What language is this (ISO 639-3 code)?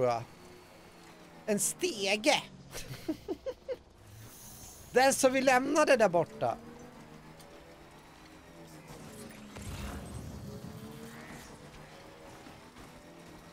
swe